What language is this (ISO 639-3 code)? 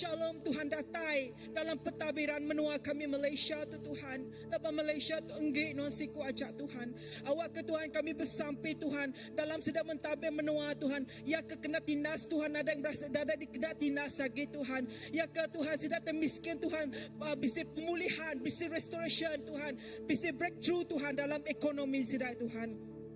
iba